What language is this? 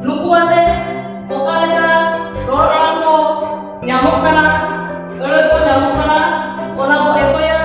Santali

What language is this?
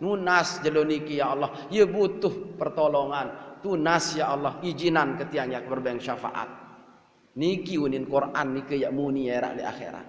Sasak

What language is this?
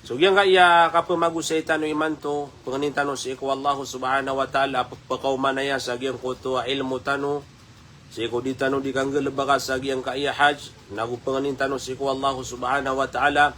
Maranao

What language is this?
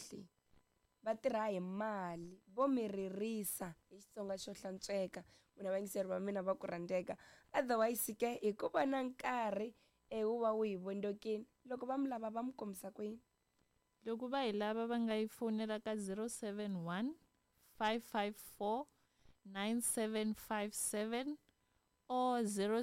Tsonga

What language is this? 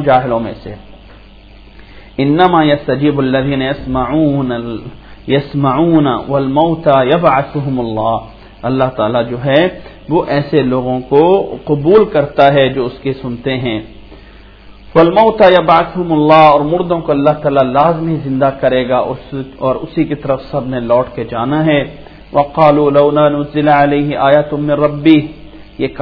Urdu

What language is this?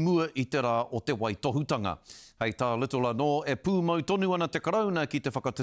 Māori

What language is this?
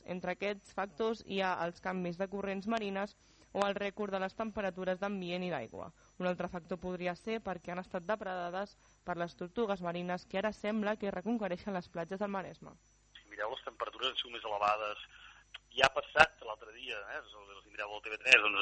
Catalan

